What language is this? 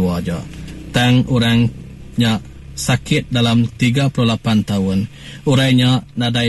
Iban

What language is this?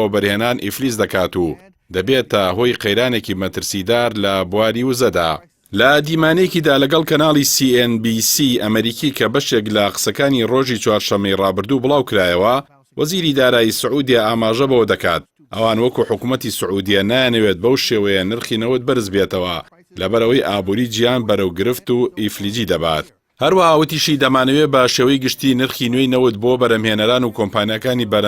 Central Kurdish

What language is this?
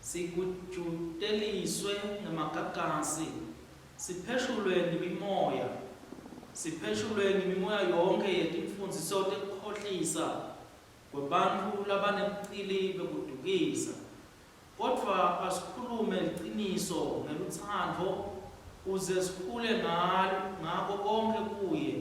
Swati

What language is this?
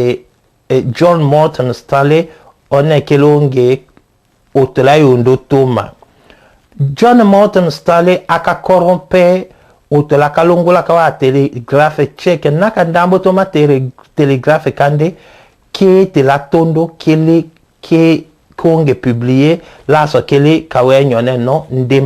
Tetela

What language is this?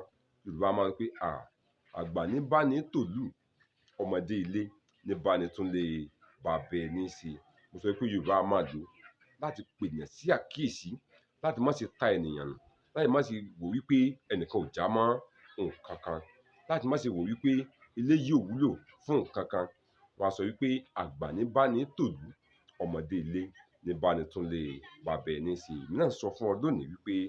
Yoruba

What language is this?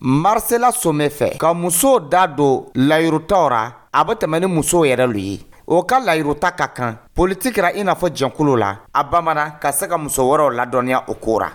Dyula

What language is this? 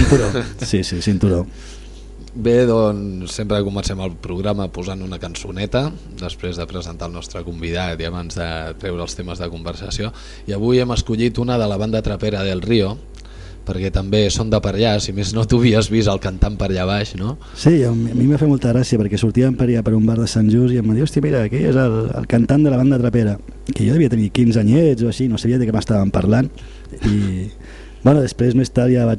Catalan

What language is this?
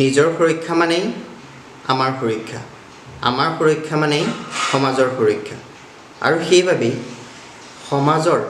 Assamese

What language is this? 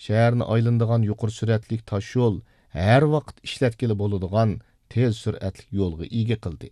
Uyghur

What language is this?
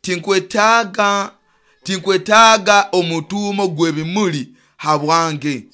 Nyoro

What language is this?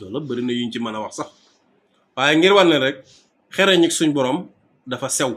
Wolof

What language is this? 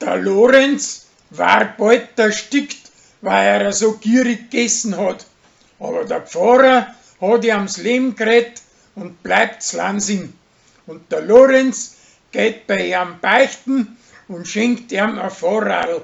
Bavarian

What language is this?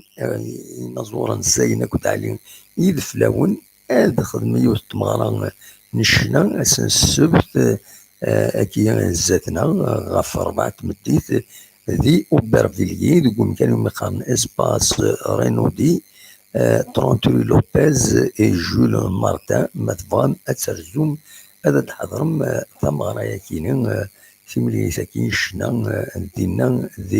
Kabyle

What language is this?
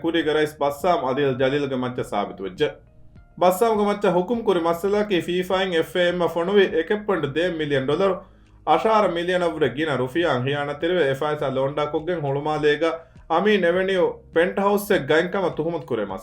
Divehi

